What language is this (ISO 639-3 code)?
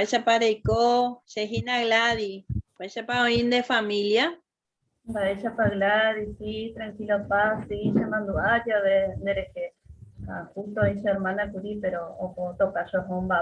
grn